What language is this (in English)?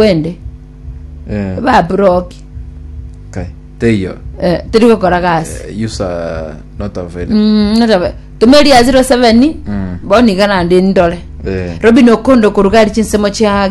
Gusii